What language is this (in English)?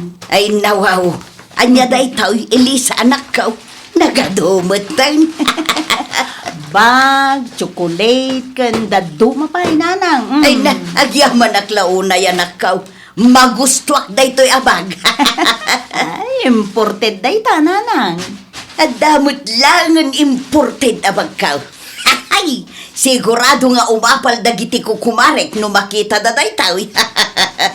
Iloko